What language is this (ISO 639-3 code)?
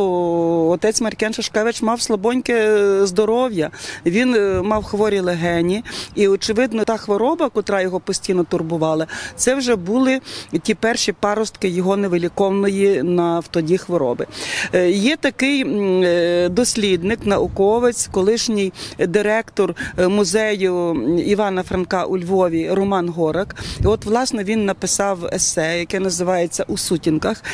ukr